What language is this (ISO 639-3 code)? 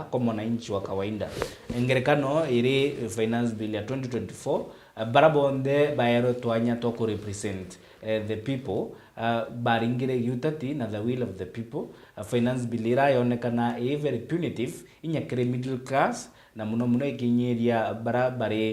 mer